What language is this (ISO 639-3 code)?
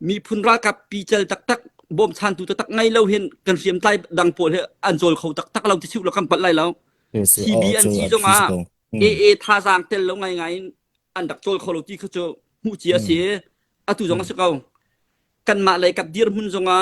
cnh